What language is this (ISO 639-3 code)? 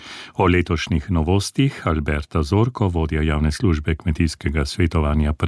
slv